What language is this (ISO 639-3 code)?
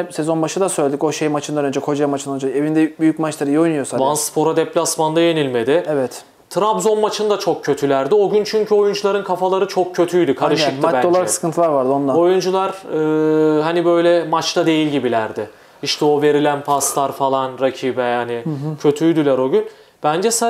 tur